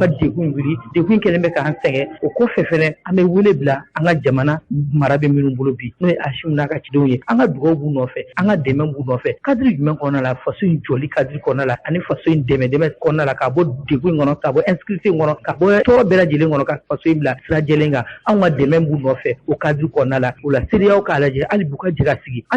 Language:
Bambara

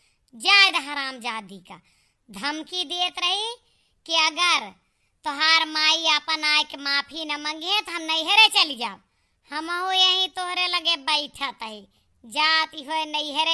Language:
Awadhi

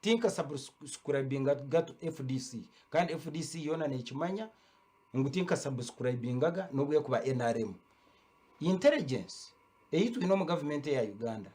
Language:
Nyankole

